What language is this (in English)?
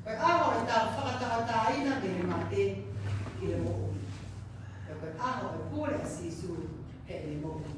Tongan